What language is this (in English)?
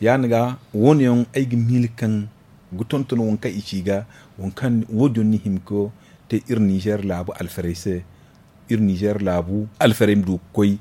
Zarma